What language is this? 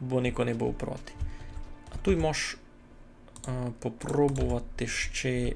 Rusyn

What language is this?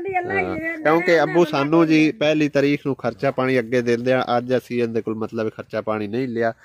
Punjabi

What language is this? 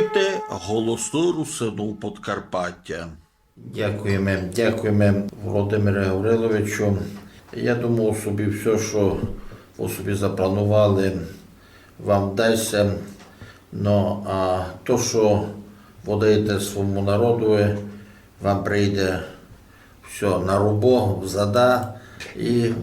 Rusyn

